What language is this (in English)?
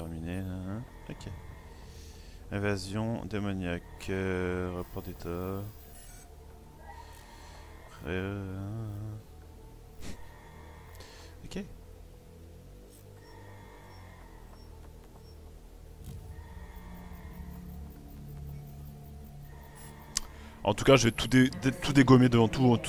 French